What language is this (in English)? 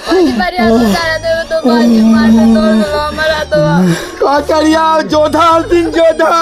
Magahi